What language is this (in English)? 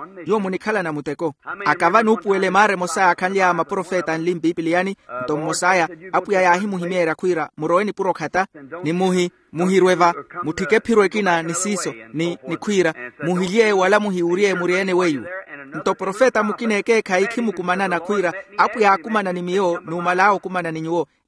Makhuwa